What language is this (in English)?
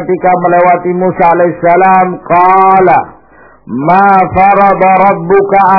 Indonesian